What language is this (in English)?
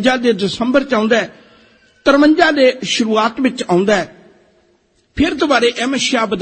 Punjabi